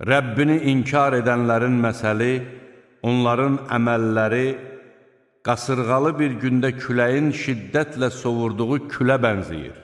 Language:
Azerbaijani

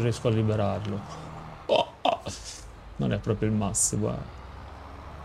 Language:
Italian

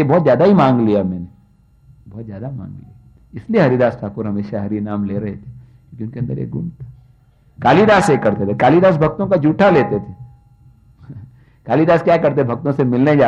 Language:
Hindi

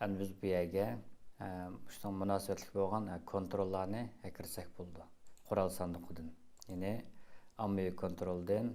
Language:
Uyghur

